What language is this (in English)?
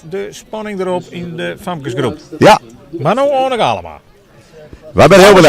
Western Frisian